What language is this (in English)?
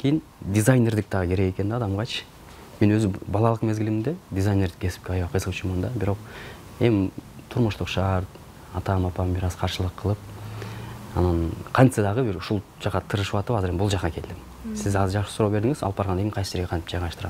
Kyrgyz